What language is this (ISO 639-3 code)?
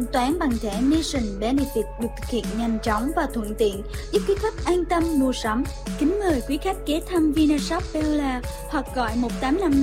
vie